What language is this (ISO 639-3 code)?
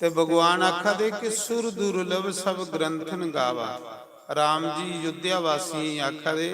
doi